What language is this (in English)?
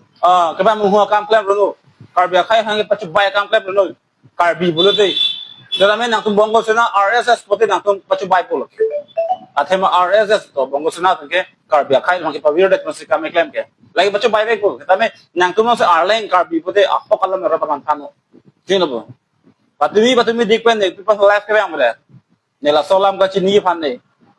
Karbi